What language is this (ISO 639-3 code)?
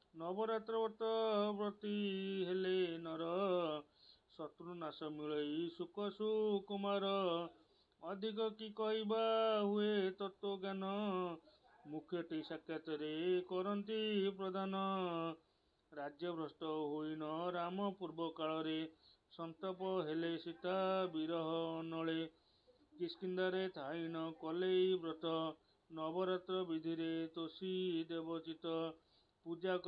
ori